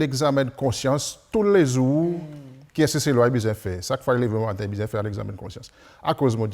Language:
Seselwa Creole French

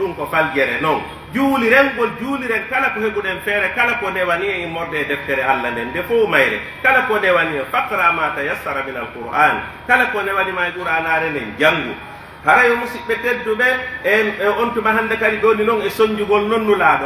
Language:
Pular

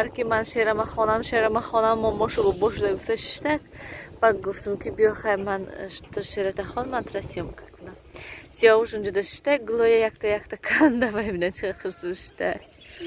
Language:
Tajik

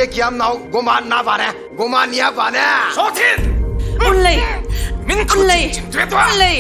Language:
Manipuri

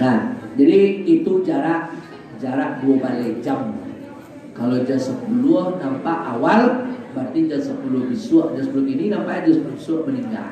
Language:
Minangkabau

